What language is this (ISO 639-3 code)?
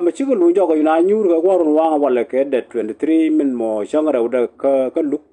nus